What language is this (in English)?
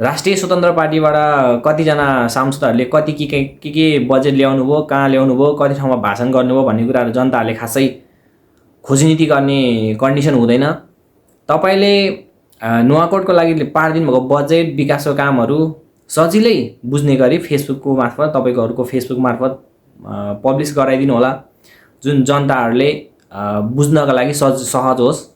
Nepali